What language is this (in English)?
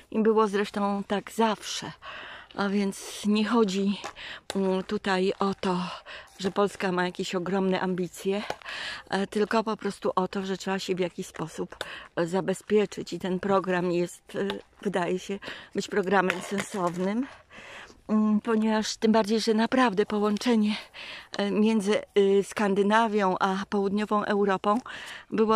Polish